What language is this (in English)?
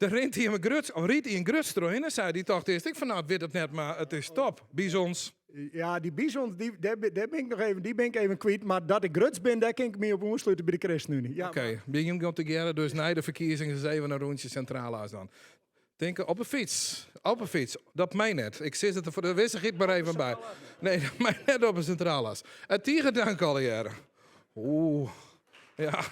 Western Frisian